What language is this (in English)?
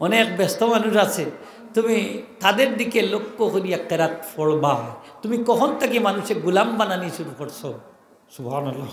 Sylheti